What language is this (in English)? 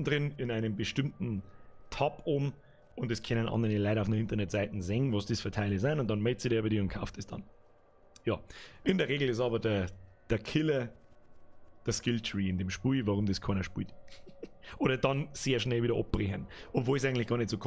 Bavarian